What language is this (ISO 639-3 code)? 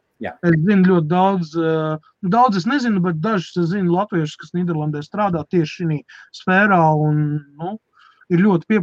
lav